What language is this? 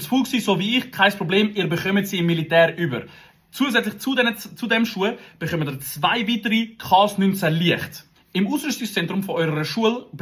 Swiss German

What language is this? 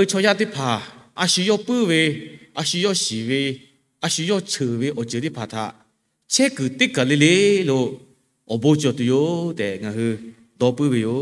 Lahu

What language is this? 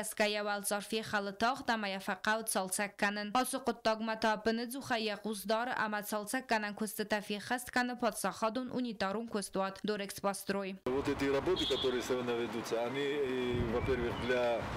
Ossetic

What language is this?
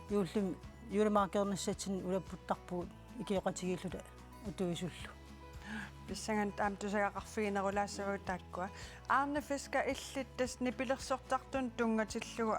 Kalaallisut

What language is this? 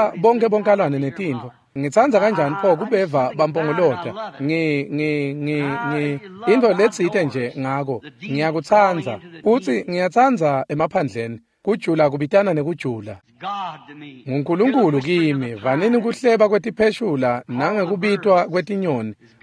Swati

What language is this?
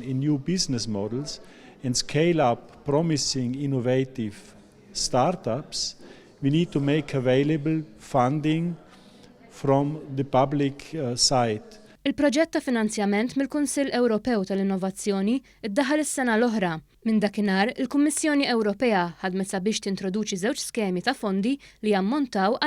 Maltese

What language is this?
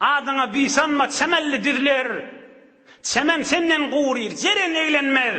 Turkmen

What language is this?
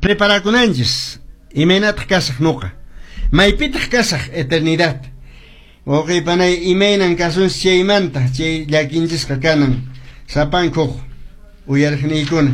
Quechua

